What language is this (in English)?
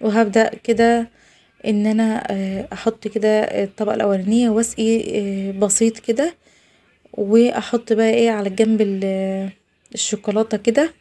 Egyptian Arabic